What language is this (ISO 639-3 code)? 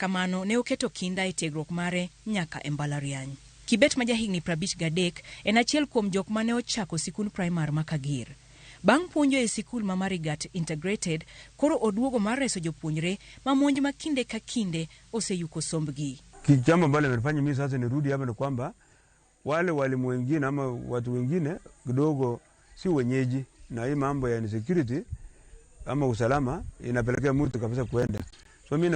luo